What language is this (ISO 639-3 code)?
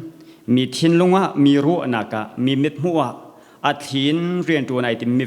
cnh